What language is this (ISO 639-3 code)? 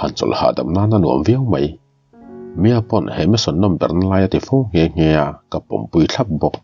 lus